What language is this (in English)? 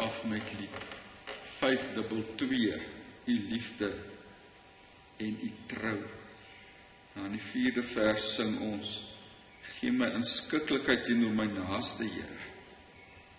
Afrikaans